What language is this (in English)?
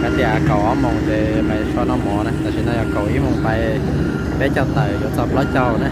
Hmong